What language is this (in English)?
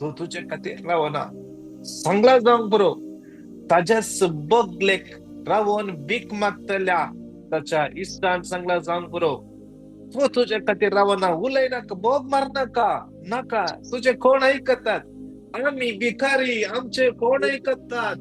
Konkani